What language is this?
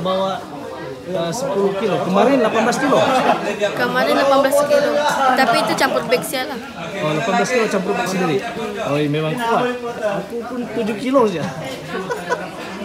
Malay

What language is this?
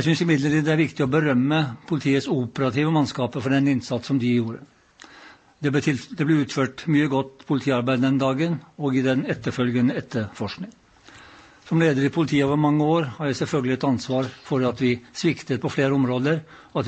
Norwegian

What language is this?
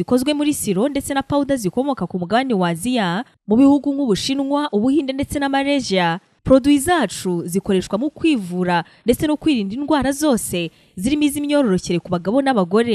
Kinyarwanda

